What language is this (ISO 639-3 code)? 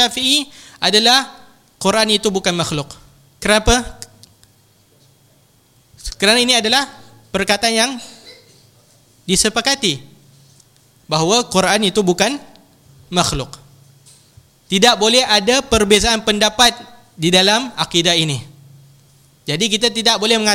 msa